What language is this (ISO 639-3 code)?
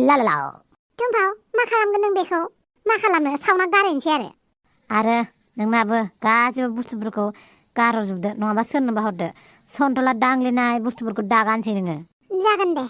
brx